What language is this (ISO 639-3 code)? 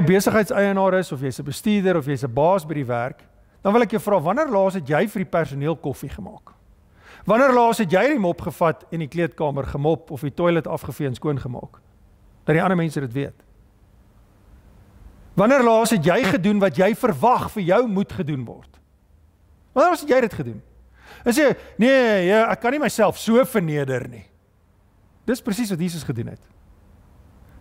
afr